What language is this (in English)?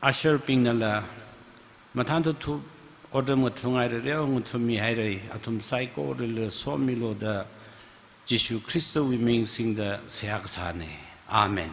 Tangkhul Naga (India)